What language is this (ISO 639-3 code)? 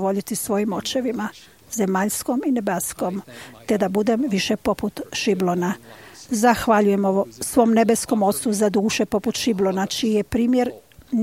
hrv